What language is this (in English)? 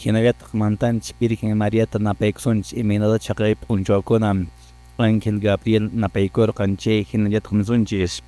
Quechua